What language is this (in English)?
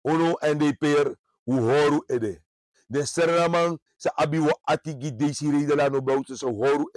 Sranan Tongo